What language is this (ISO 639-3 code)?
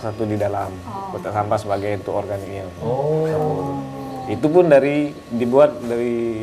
mui